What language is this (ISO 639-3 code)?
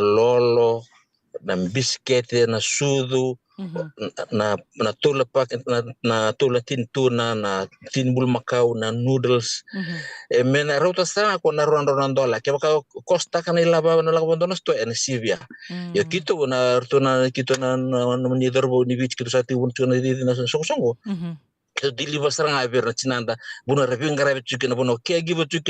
fij